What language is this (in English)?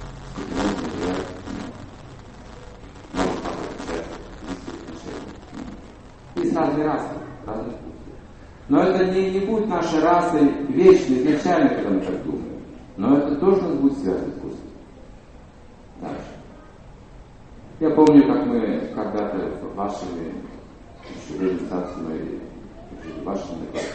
Russian